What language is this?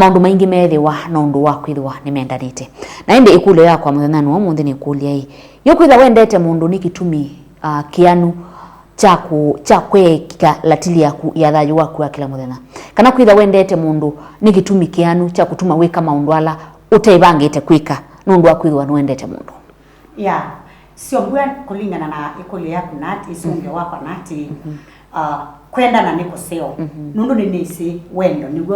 Kamba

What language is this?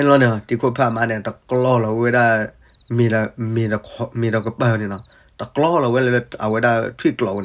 S'gaw Karen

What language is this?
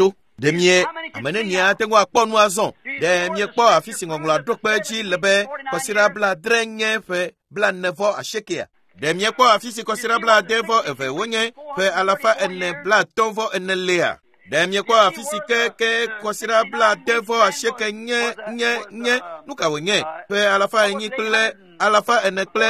Ewe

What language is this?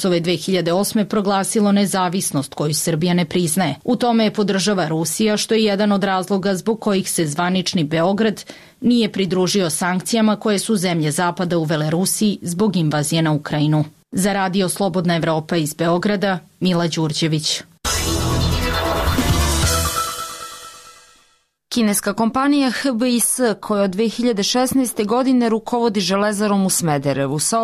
Serbian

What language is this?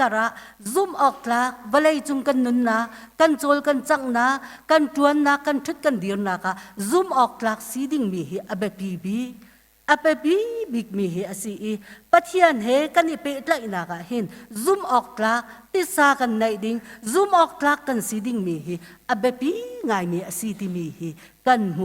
Hakha Chin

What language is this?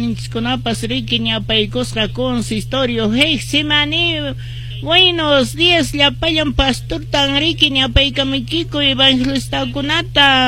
Quechua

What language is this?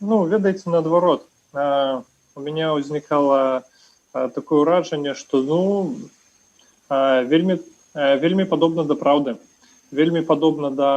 Belarusian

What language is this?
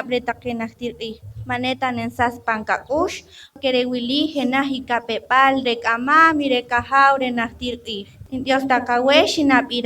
Poqomchi'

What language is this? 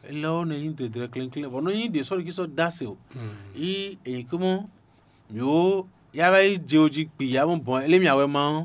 Fon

